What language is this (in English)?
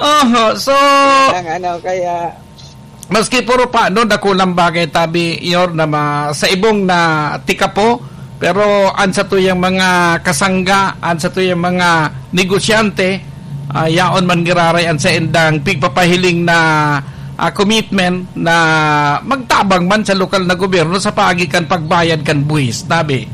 Bikol